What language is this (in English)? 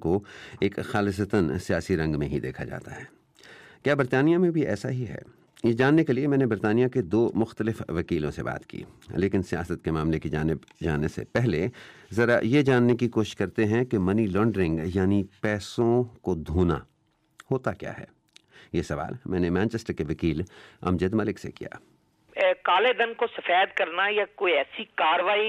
Urdu